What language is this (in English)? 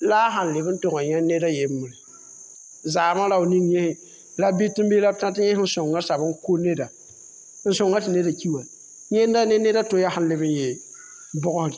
Mossi